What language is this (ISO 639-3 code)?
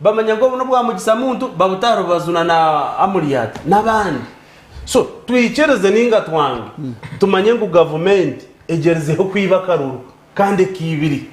nyn